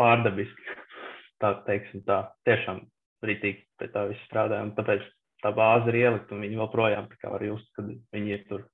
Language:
Latvian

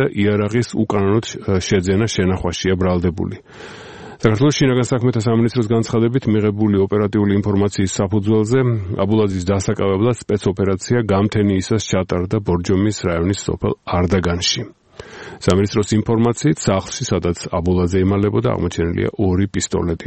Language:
Georgian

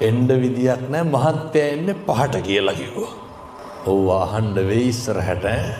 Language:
Sinhala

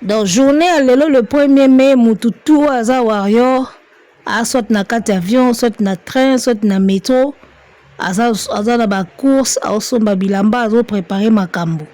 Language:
Lingala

